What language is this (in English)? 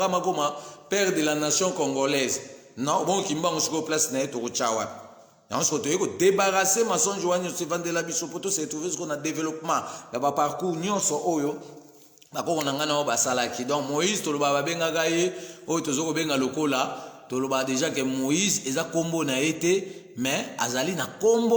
Lingala